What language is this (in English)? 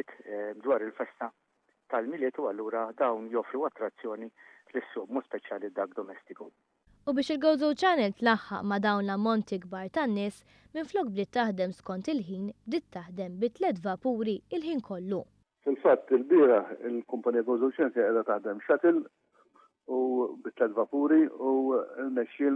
Maltese